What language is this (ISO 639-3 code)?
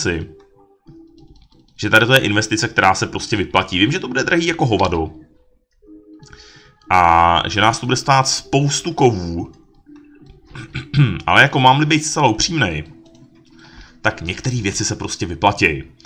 ces